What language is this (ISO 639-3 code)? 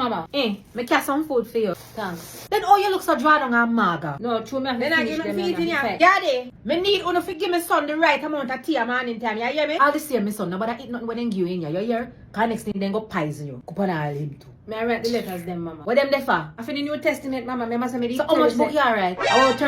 jam